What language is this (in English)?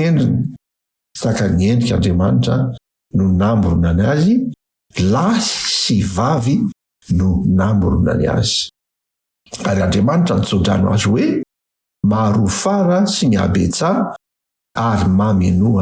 Malagasy